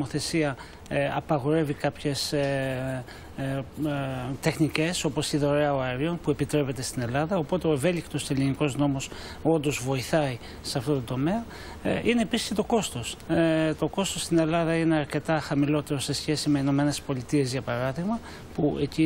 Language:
Greek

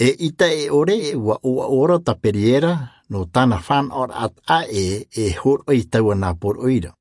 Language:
Tahitian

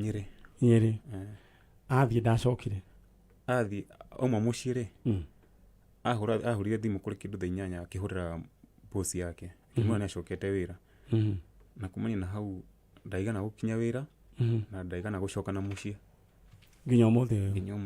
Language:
Kikuyu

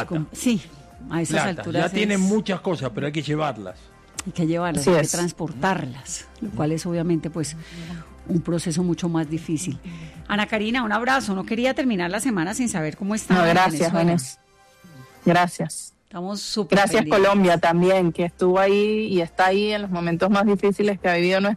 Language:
Spanish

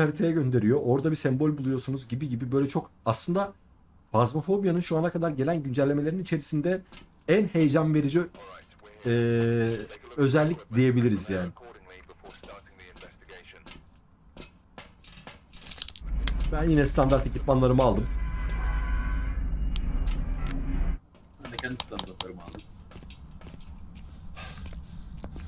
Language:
Turkish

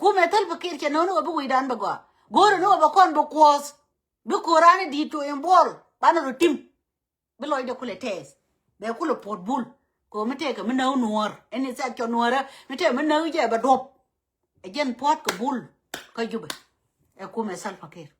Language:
Nuer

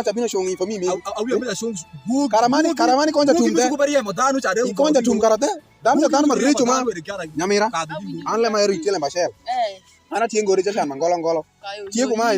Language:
Alur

